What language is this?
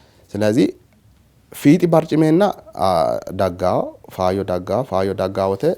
Sidamo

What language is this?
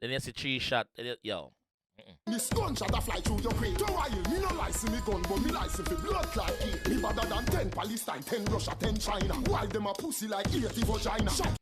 Jamaican Creole English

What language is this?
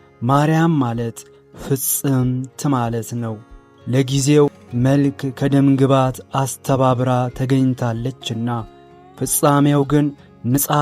Amharic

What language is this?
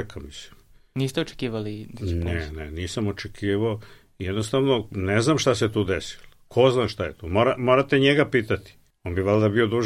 Serbian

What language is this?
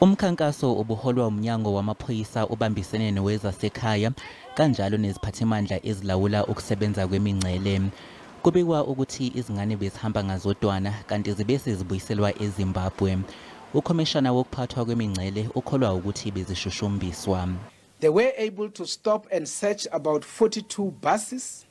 Zulu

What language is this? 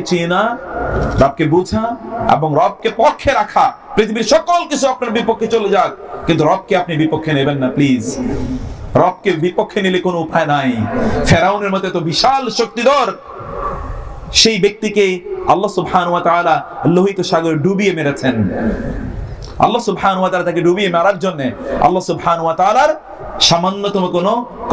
Bangla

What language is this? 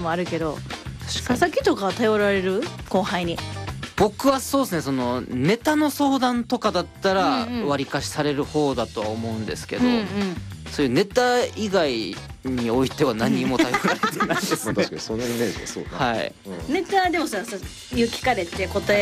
Japanese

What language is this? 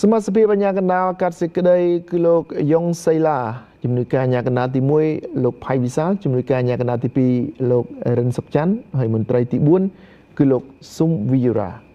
Khmer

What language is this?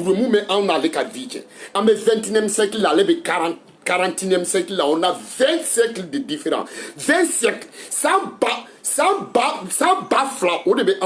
Bambara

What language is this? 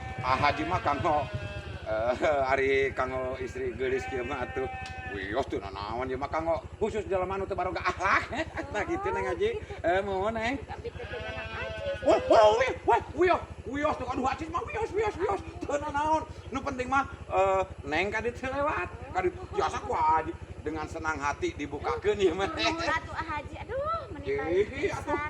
Sundanese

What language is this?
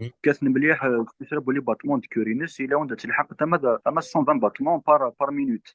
Kabyle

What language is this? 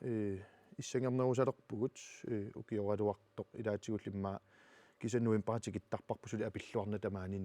Kalaallisut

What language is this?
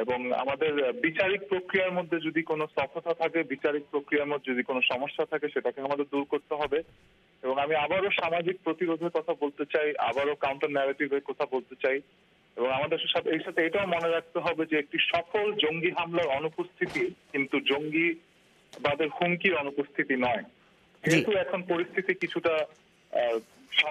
Bangla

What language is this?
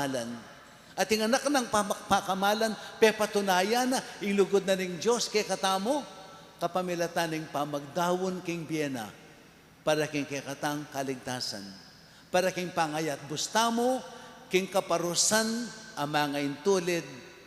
Pampanga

